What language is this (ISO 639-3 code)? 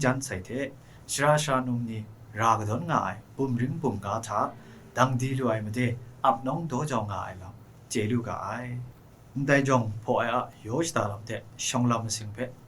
kac